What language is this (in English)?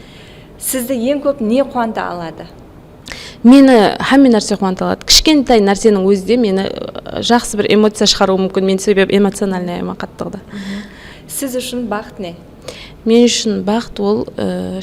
Kara-Kalpak